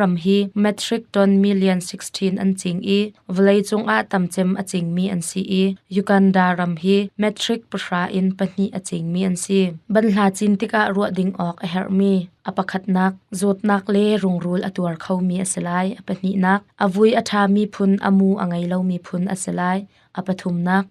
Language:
Hakha Chin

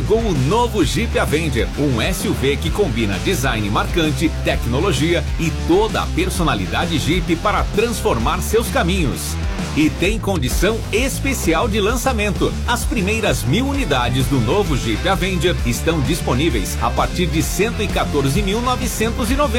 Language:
Portuguese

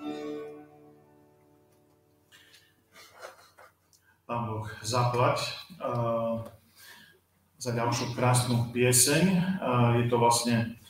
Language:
Slovak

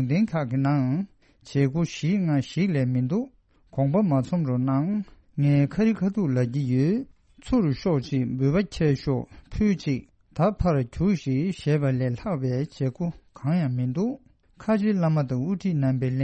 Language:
Tibetan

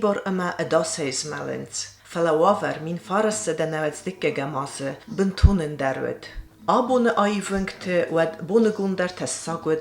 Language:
Ossetic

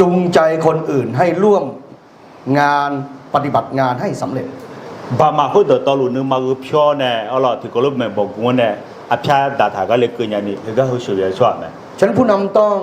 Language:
Akha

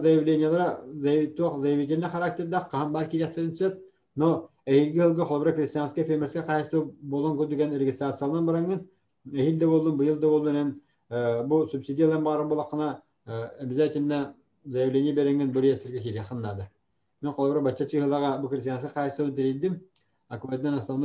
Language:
Yakut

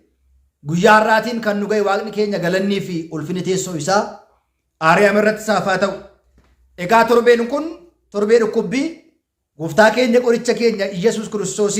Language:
Oromo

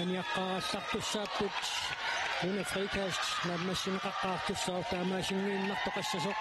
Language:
Kalaallisut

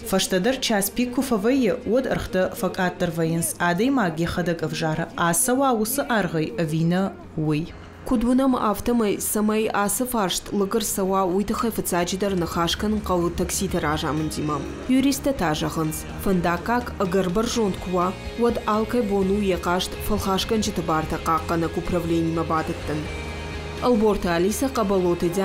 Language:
Ossetic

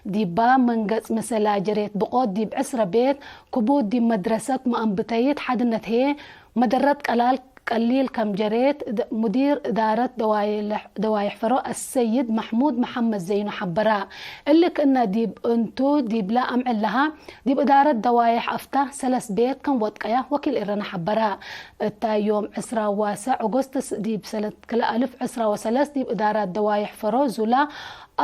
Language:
Tigre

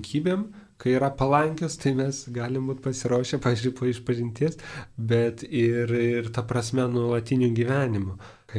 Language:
Lithuanian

